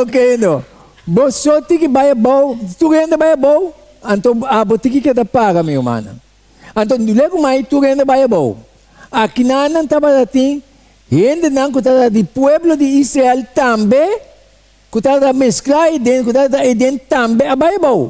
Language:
Papiamento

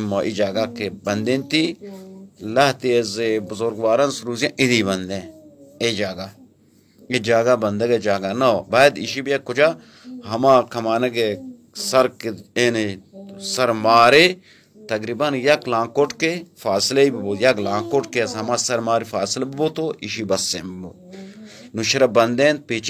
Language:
Baluchi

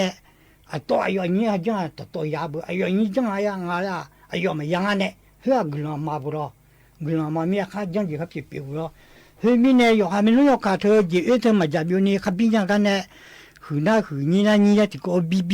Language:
Akha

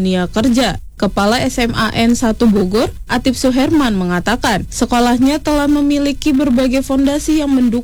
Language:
Indonesian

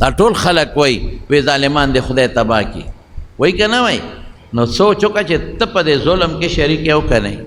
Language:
Pashto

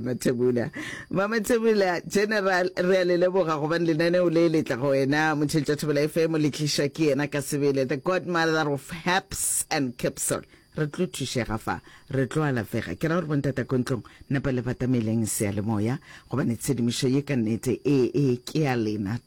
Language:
Northern Sotho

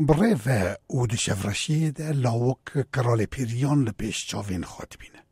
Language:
Kurdish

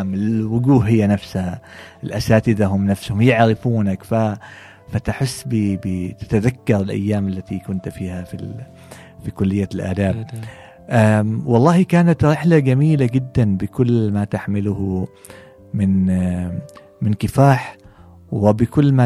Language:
Gulf Arabic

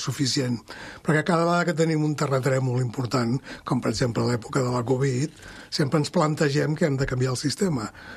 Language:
Catalan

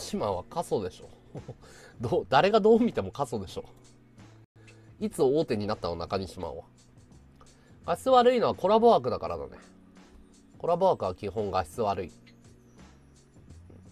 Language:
Japanese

